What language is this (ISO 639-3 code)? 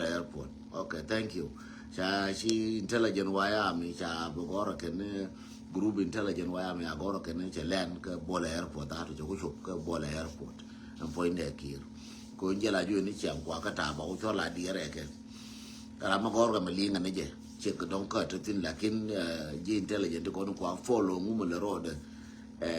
nus